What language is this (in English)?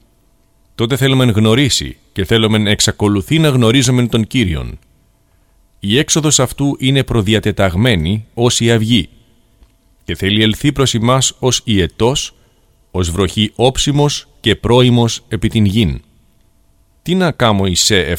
Greek